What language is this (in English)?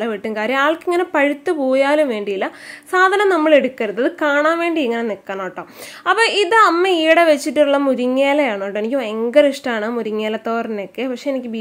Malayalam